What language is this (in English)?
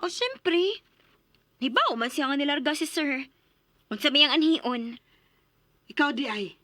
Cebuano